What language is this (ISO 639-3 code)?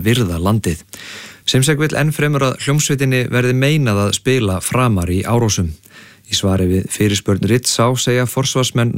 isl